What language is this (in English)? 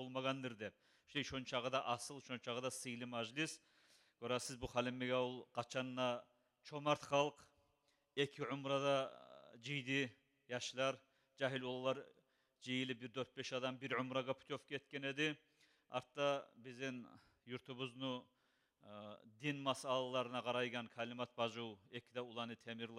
Kumyk